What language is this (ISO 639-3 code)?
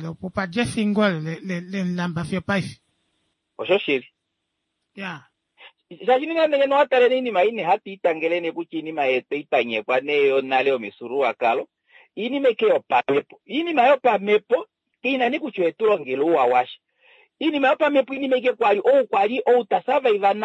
kua